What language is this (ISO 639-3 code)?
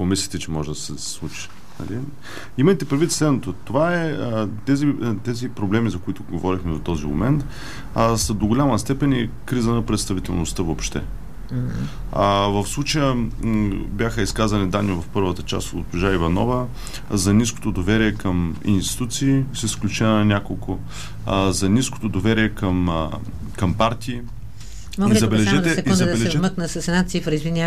bul